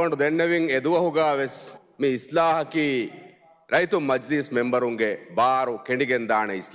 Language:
Divehi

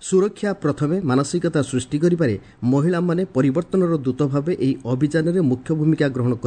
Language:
Odia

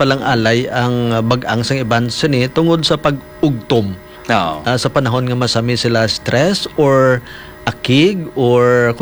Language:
Hiligaynon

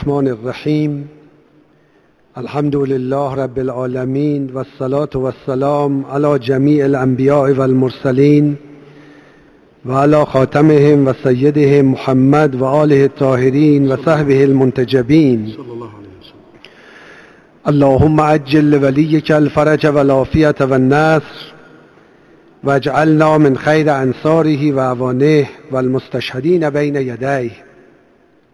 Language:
Urdu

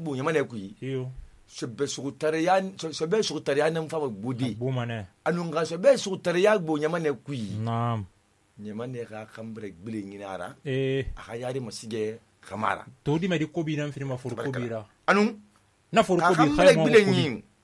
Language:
Susu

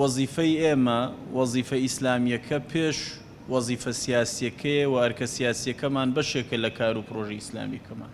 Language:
Central Kurdish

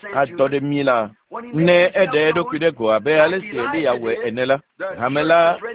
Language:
Ewe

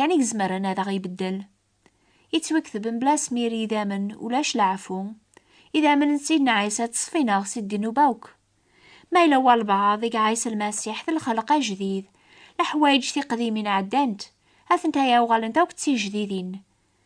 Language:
Kabyle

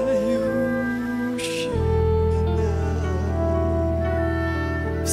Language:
Russian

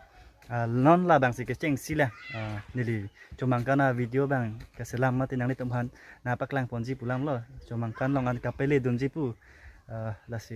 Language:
Karbi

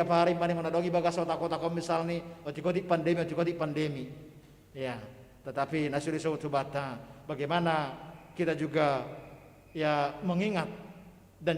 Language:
Batak Simalungun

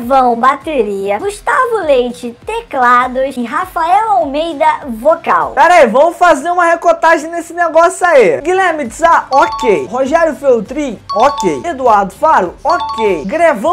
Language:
Portuguese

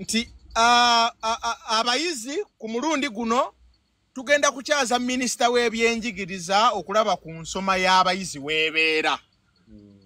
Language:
Ganda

